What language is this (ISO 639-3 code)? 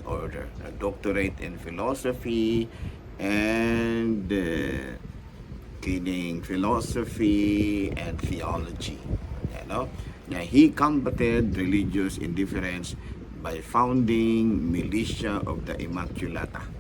ceb